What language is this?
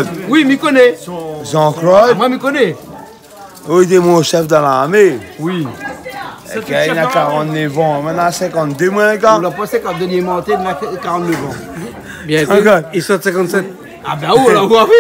Réunion Creole French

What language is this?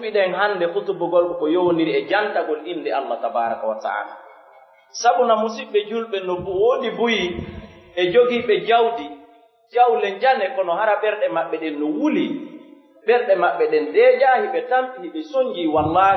Fula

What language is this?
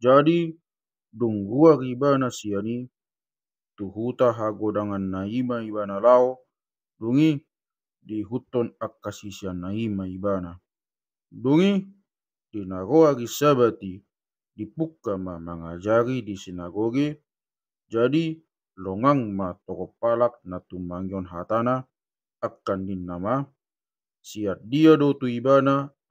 Batak Toba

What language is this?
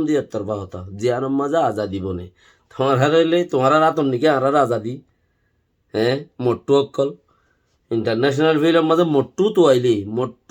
Rohingya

